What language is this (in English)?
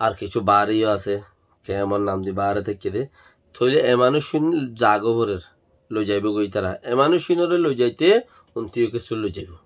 Rohingya